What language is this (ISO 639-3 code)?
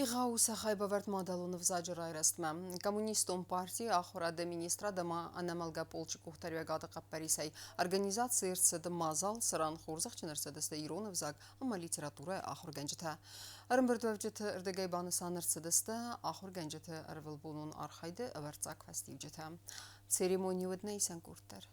oss